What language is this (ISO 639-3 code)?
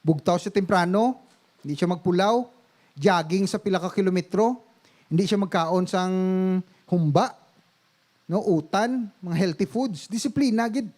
hil